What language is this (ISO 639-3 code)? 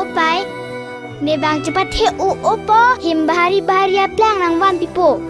mjw